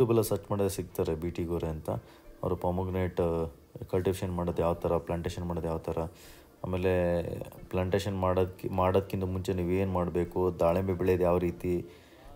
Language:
Kannada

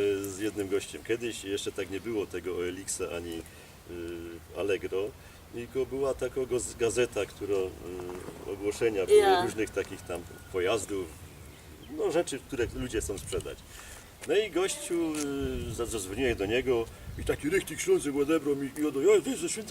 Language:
Silesian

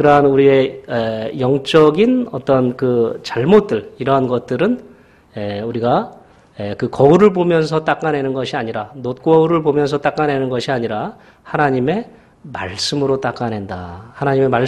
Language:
Korean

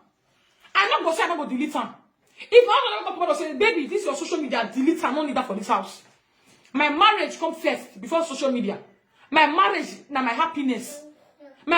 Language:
Nigerian Pidgin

